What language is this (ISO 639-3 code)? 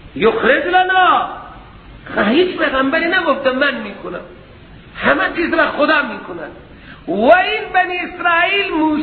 fas